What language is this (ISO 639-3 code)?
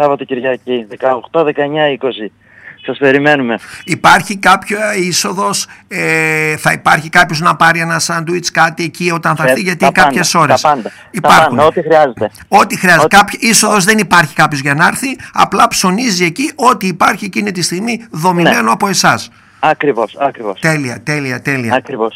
ell